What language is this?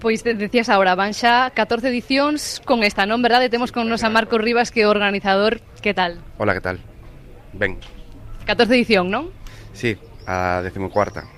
Galician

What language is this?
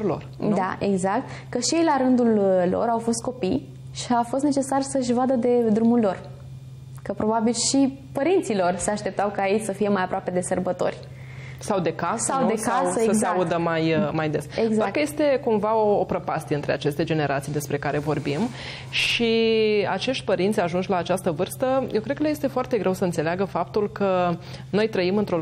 Romanian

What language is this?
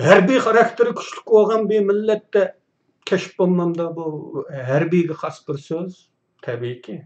Uyghur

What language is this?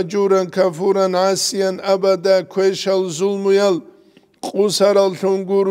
Avaric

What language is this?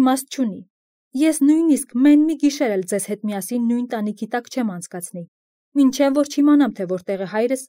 Armenian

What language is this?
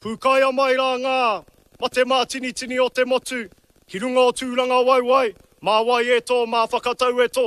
Māori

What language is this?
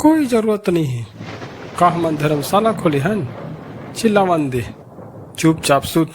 Chhattisgarhi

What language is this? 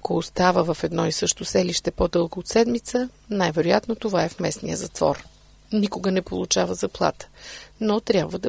Bulgarian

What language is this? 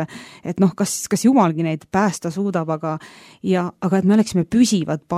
Estonian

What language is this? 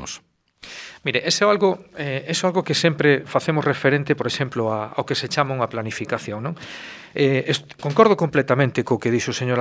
Galician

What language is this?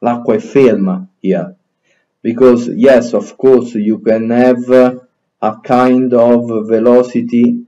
Latin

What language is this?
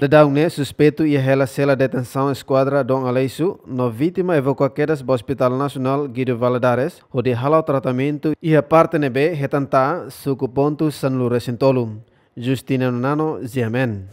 Tetum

